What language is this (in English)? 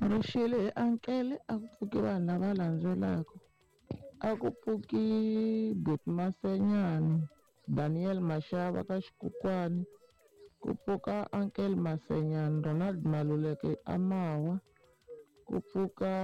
Tsonga